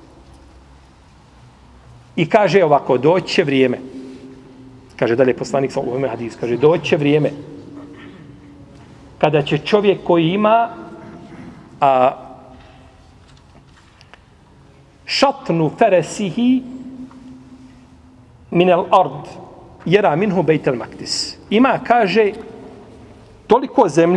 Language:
Bosnian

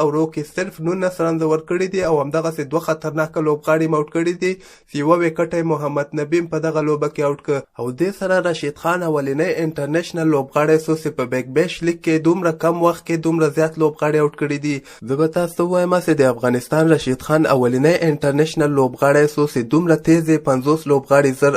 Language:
Pashto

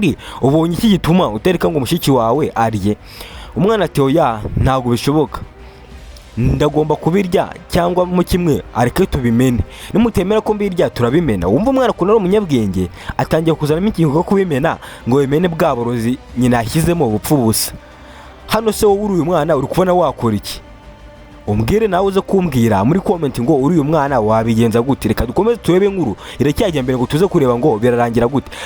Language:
Kinyarwanda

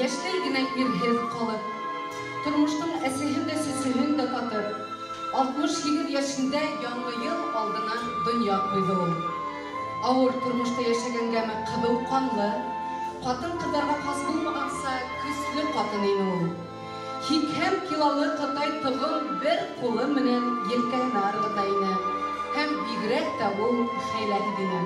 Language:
Bashkir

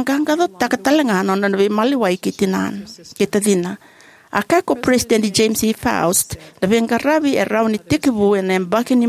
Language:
Fijian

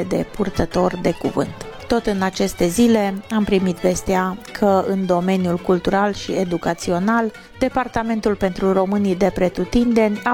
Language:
Romanian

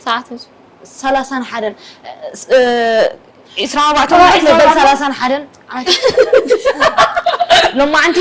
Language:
Tigrinya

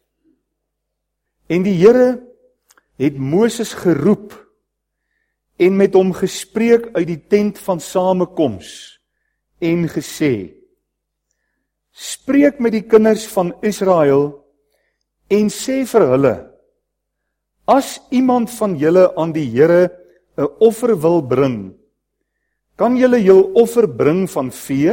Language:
Afrikaans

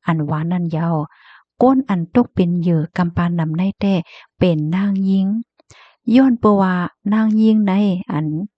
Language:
Shan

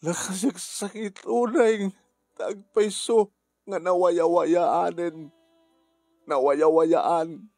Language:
Iloko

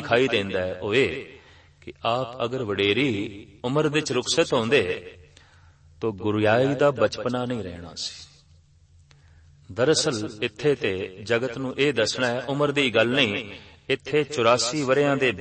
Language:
Punjabi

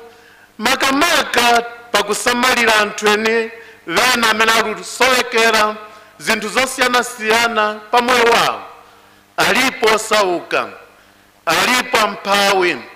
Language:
Nyanja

